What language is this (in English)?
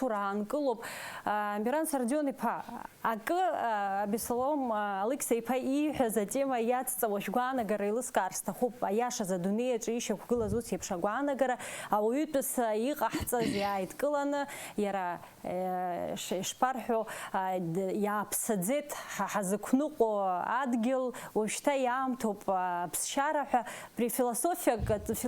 Abkhazian